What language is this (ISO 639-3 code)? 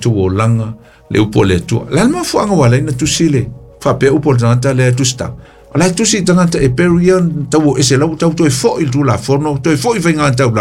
smo